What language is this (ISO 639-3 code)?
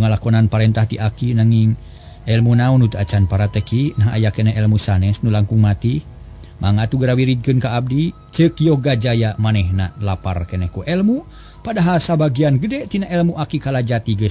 sun